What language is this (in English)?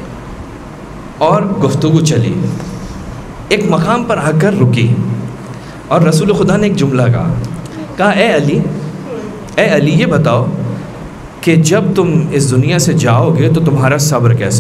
Urdu